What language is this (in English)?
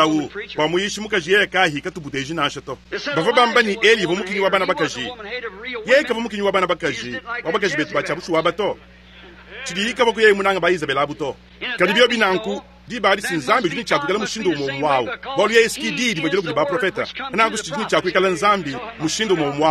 Luba-Lulua